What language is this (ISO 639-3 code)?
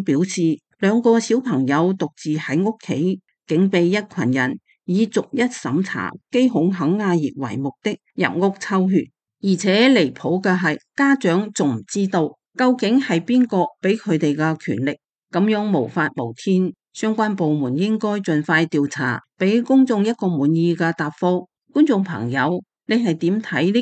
yue